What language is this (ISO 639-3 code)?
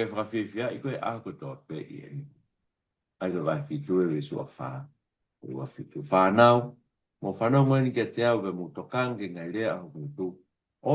ton